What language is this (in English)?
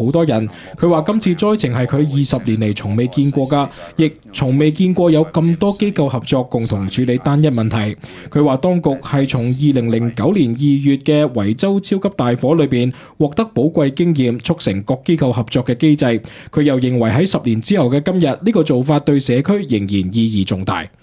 Cantonese